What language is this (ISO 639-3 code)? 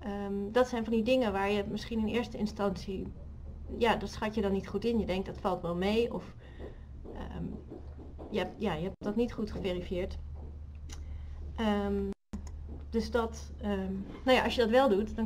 nld